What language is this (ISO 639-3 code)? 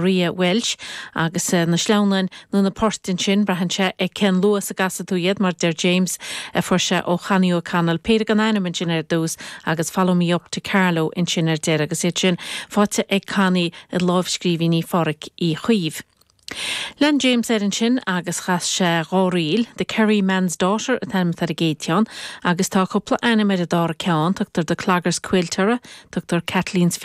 gle